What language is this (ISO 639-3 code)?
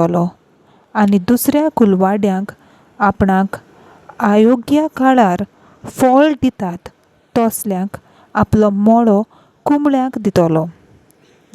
kok